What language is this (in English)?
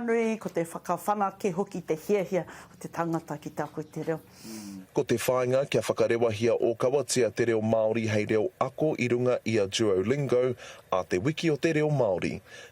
Māori